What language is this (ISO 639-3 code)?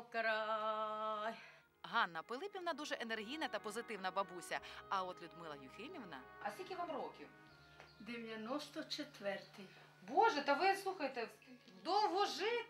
ukr